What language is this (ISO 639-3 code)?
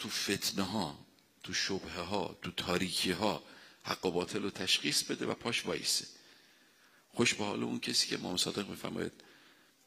fas